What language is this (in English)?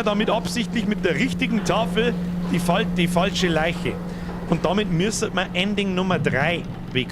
Bavarian